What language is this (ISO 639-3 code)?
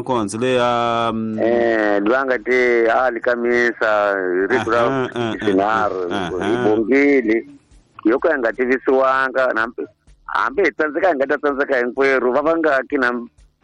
tso